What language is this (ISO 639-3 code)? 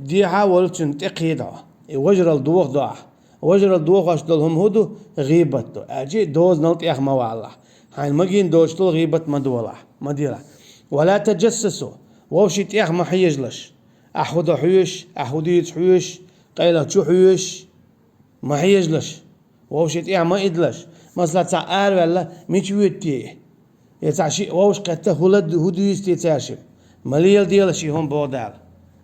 che